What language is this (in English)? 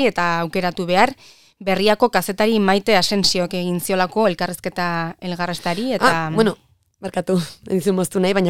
Basque